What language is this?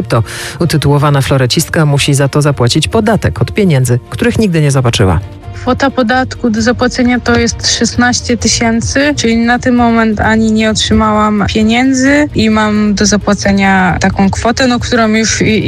Polish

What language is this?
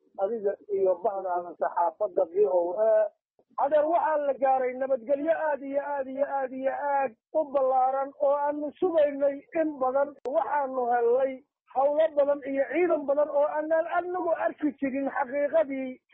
Somali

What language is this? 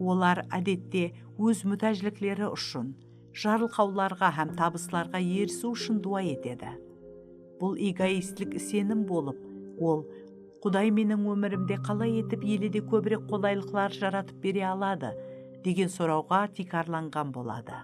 Kara-Kalpak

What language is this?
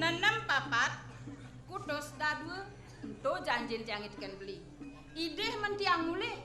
Balinese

